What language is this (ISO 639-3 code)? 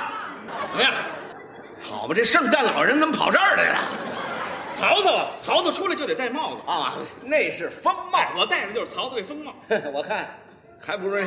zho